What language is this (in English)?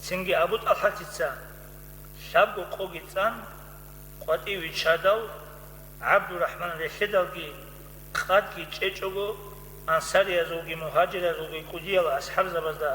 Avaric